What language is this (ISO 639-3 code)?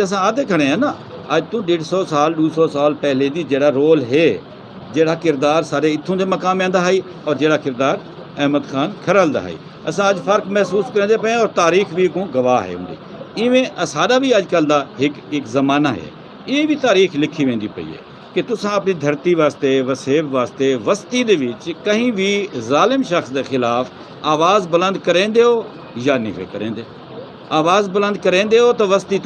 skr